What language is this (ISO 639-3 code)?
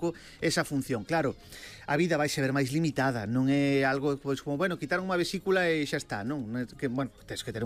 glg